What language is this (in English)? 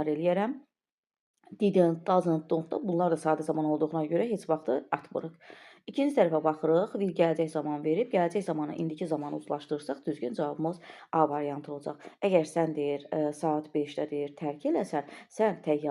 Azerbaijani